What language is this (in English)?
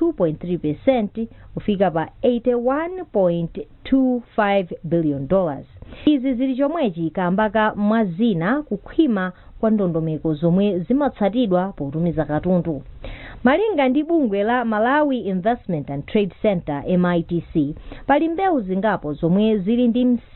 Nyanja